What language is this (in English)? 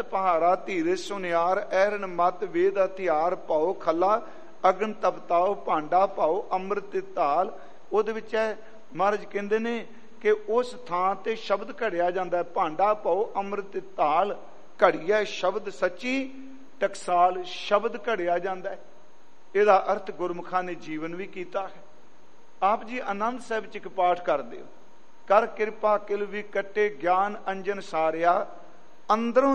Punjabi